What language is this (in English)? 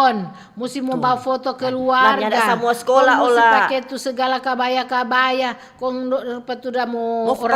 Manado Malay